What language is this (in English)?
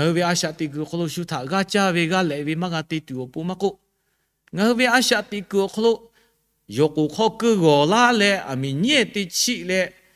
Lahu